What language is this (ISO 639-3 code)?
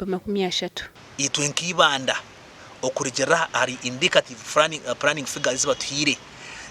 nyn